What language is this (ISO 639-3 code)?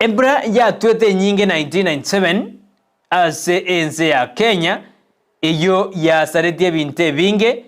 guz